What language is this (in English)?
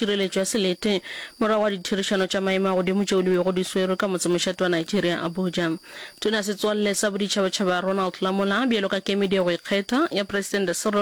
Northern Sotho